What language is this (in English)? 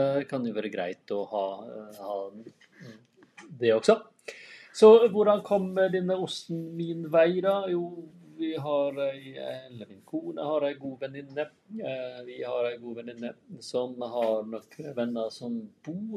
Norwegian